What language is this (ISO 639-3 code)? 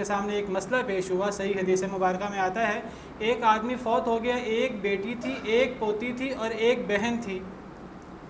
urd